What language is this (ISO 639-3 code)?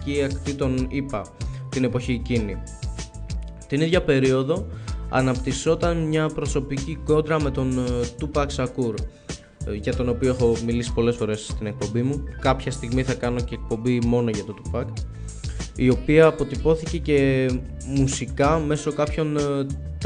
ell